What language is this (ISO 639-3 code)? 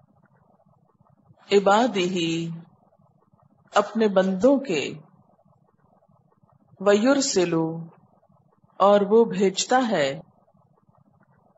urd